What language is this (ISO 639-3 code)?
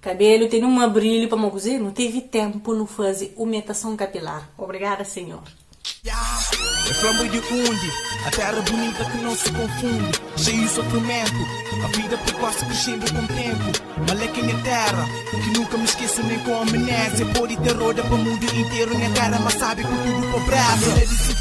kea